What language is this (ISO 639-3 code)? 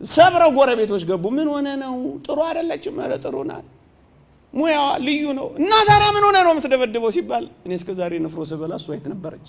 amh